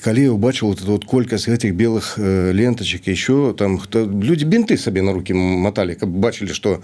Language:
Belarusian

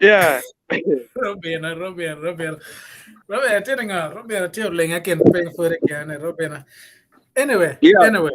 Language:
Acoli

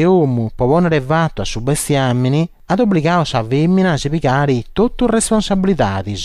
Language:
Sardinian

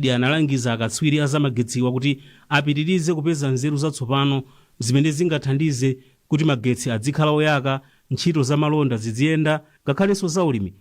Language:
Nyanja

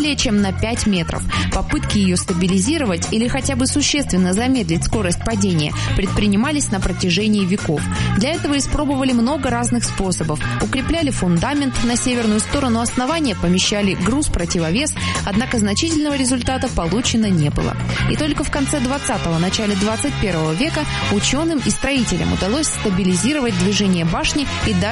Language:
Russian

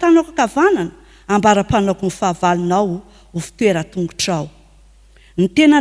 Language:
Malagasy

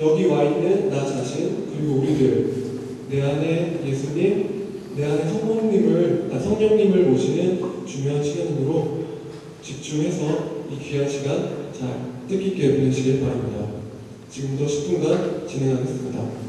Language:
Korean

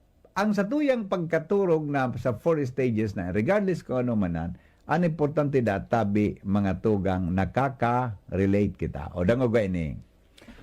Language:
Bikol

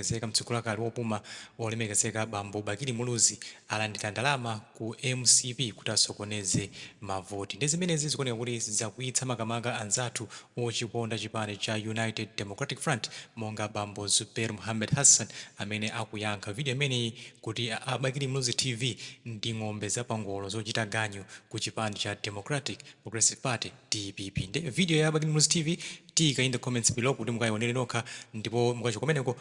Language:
Nyanja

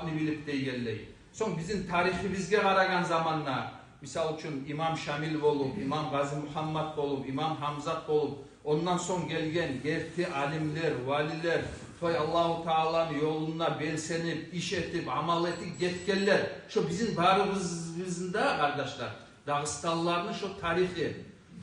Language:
Kumyk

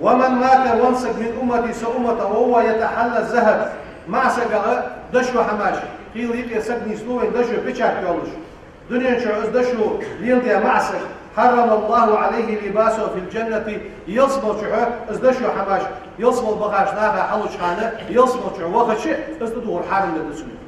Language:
Ingush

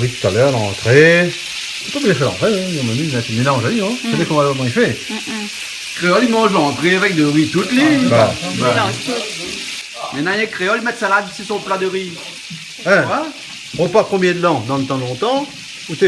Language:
Réunion Creole French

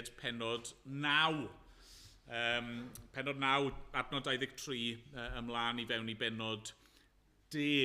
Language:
Welsh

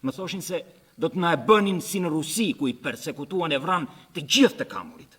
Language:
Albanian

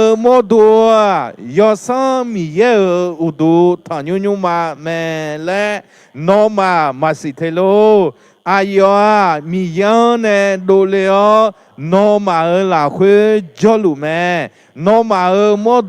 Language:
Akha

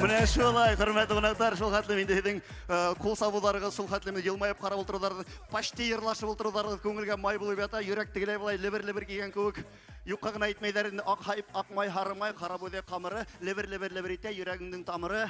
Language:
Bashkir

